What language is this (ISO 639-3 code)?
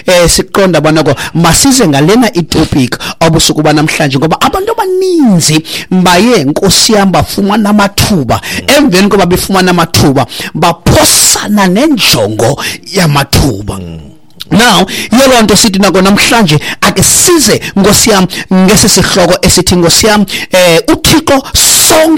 xho